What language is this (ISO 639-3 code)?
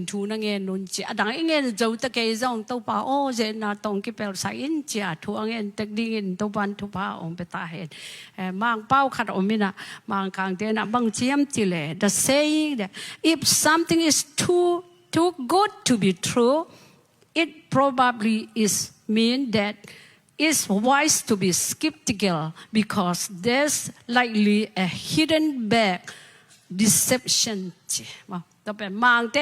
ctd